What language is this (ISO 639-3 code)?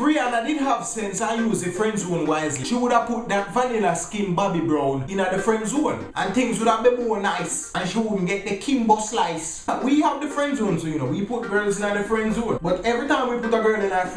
jam